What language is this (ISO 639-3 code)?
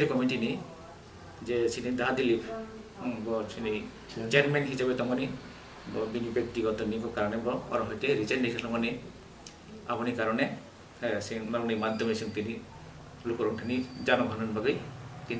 trp